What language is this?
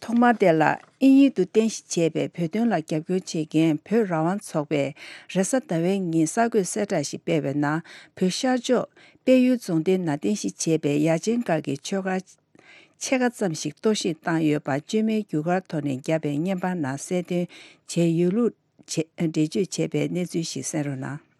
Tibetan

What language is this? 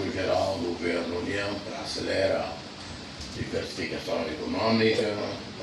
Tetum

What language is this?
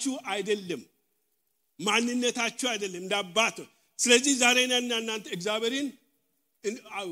Amharic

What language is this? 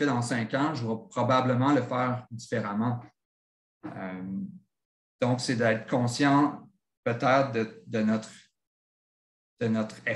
French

